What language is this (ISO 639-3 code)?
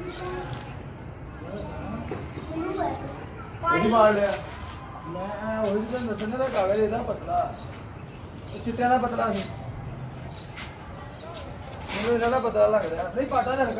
pan